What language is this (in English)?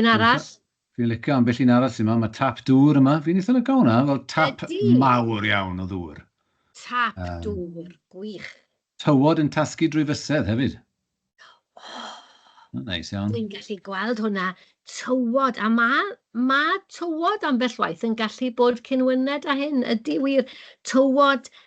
Welsh